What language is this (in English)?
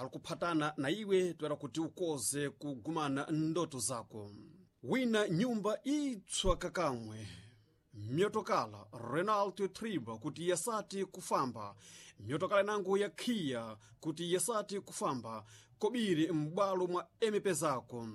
Sena